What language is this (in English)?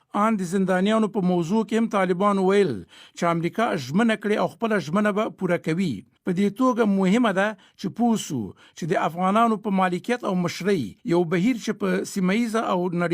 Pashto